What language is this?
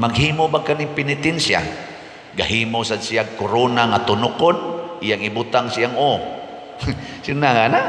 Cebuano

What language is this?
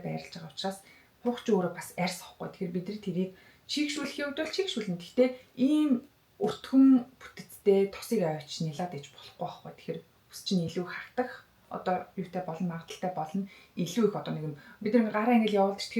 Mongolian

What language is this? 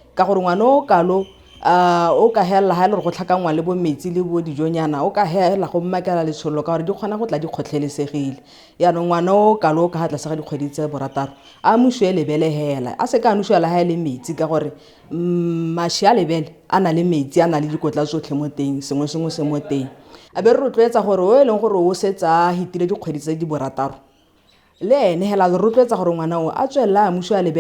Tswana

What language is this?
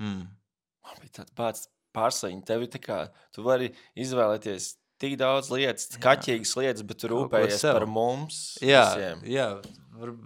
Latvian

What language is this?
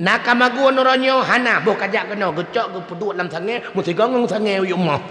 Achinese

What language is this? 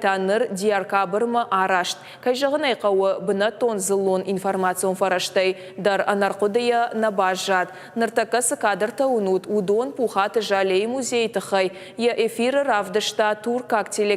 Ossetic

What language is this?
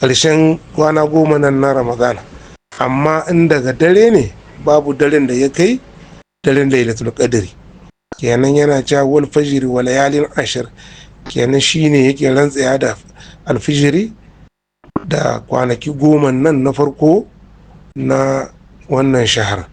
Hausa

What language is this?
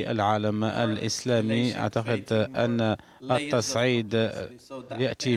Arabic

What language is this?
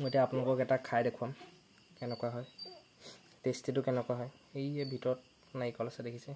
Assamese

